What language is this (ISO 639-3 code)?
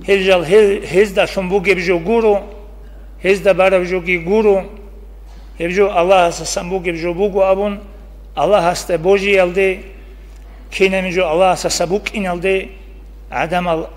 ava